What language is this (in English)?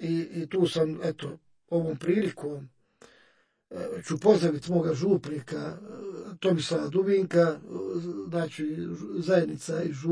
Croatian